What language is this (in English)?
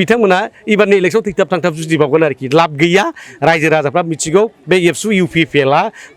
Bodo